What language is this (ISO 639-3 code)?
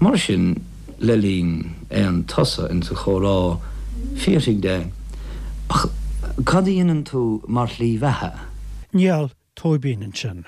gle